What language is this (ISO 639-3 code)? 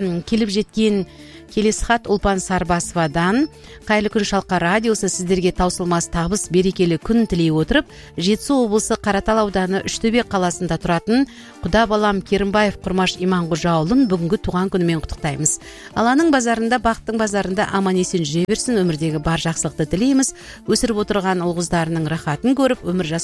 kaz